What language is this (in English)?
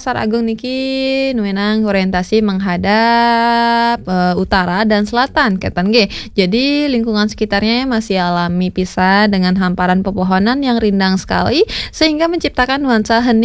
Balinese